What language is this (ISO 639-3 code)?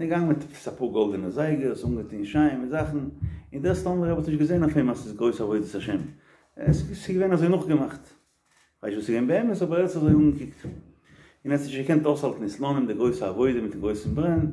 yid